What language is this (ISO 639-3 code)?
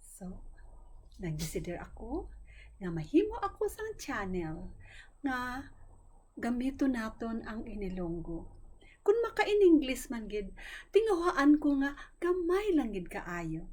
hil